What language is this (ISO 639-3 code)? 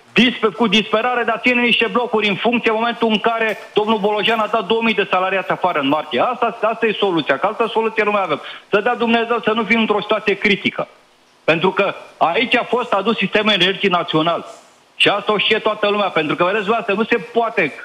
ron